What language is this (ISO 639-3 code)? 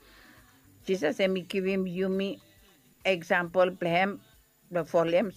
bis